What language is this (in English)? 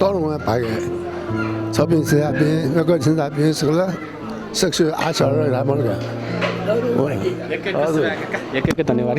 Newari